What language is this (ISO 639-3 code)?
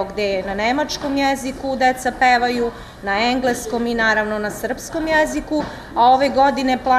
srp